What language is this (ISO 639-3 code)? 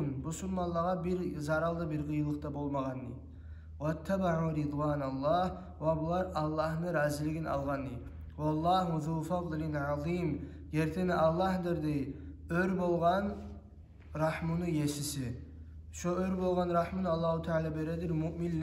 kum